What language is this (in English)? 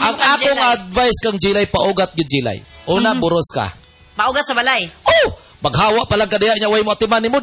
Cebuano